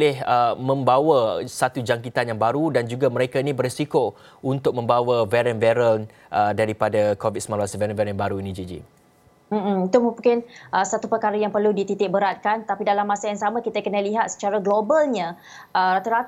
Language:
Malay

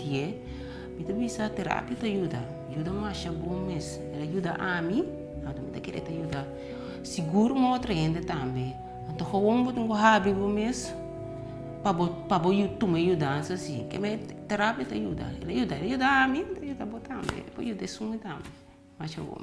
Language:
Papiamento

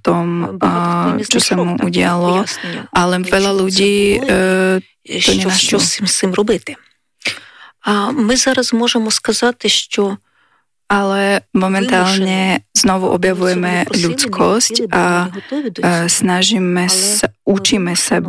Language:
Slovak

